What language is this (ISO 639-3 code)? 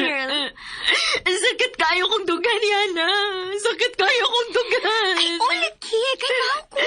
ceb